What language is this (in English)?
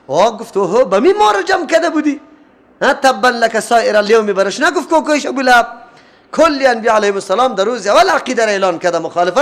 Persian